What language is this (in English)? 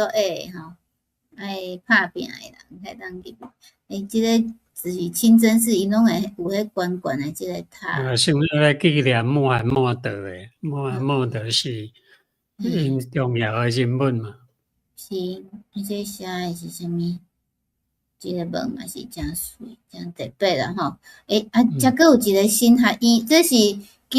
Min Nan Chinese